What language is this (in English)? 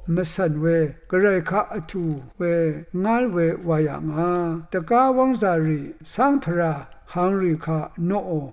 Rawang